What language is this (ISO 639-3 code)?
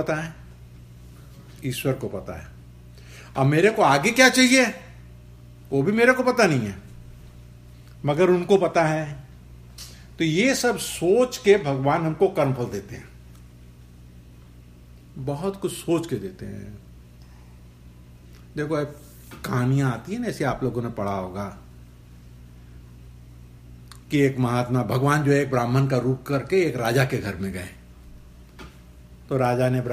hin